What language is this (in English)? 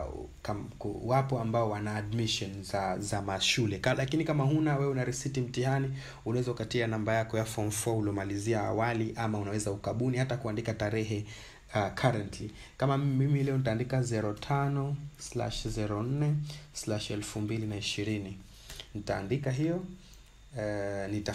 Swahili